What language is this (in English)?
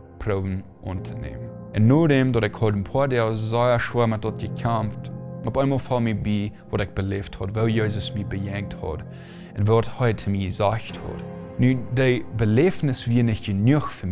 Plautdietsch